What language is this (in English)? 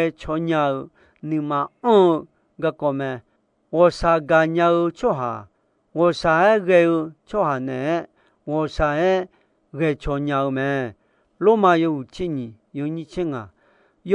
Akha